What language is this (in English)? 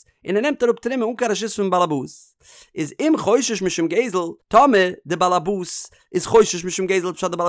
Yiddish